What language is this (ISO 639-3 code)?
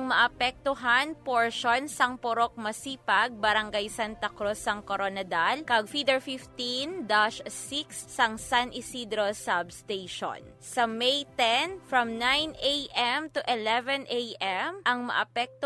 hil